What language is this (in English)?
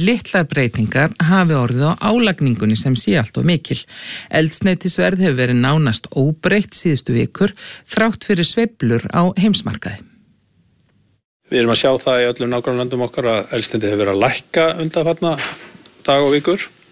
Icelandic